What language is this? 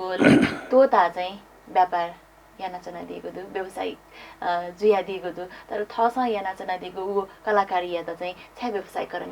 Newari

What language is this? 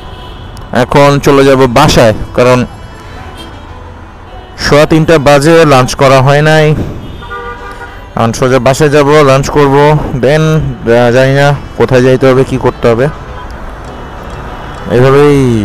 Bangla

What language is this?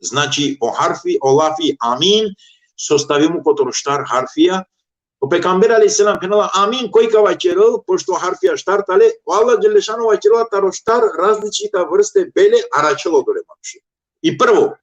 Balkan Romani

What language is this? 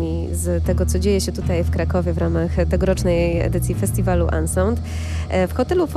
Polish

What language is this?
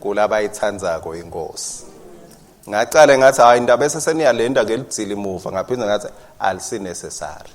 Swati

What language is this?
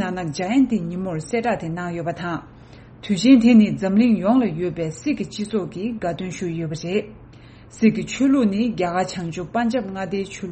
Tibetan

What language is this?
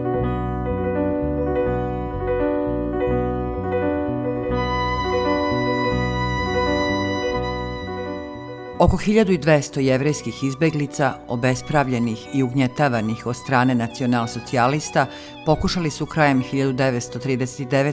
Serbian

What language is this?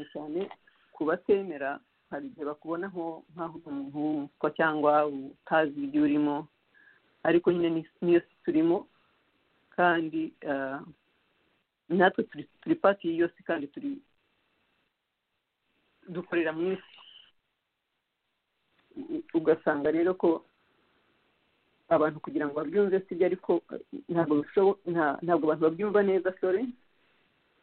Kinyarwanda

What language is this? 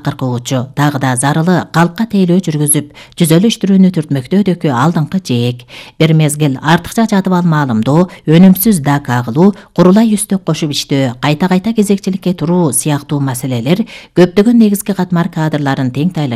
Kyrgyz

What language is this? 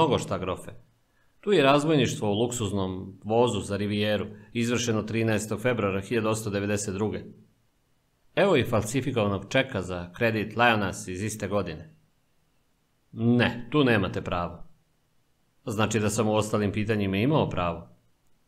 Serbian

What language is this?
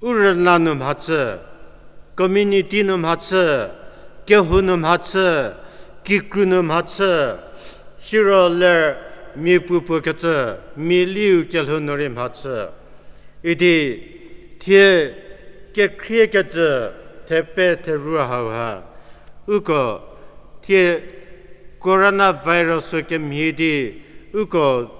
Angami Naga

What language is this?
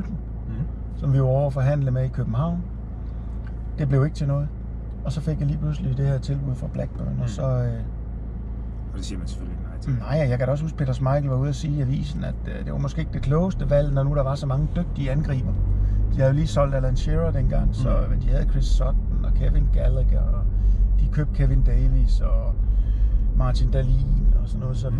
Danish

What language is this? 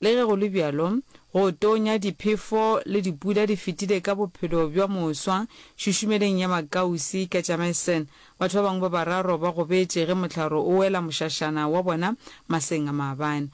Northern Sotho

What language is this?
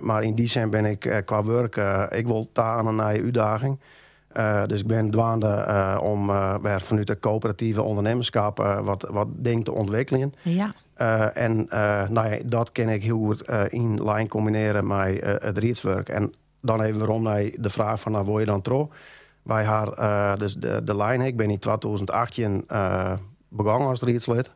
Western Frisian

